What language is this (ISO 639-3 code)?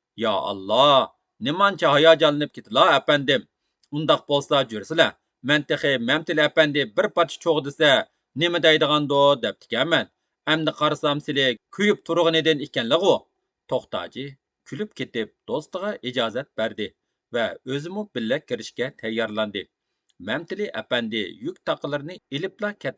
uig